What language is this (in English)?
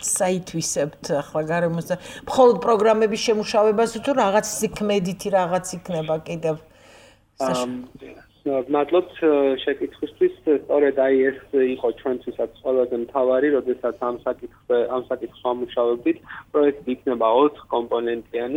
Georgian